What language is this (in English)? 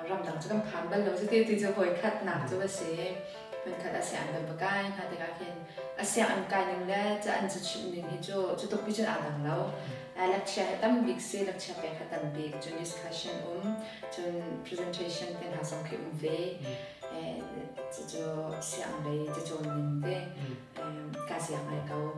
Hakha Chin